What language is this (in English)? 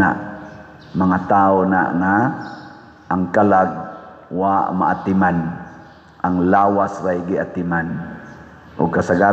Cebuano